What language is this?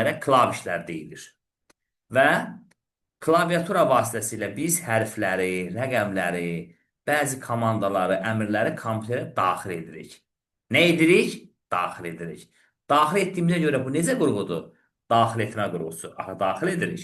Azerbaijani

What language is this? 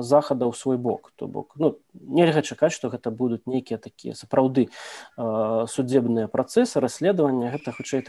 Belarusian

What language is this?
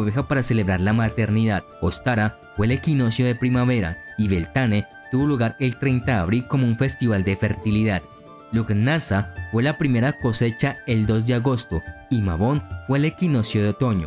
Spanish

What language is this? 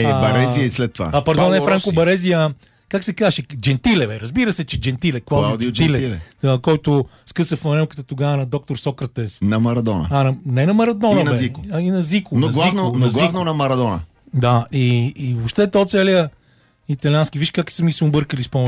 Bulgarian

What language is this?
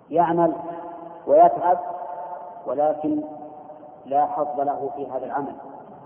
Arabic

